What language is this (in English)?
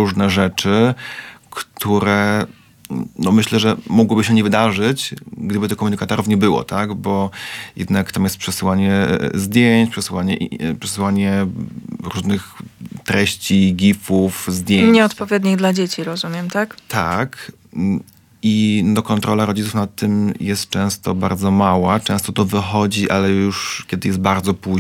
Polish